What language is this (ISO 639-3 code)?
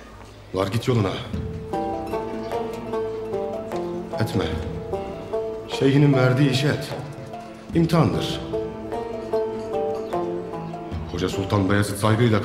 tur